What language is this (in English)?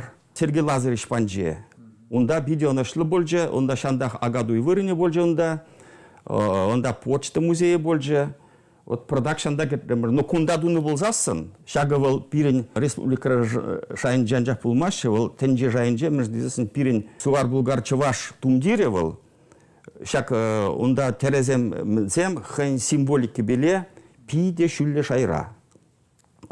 Chuvash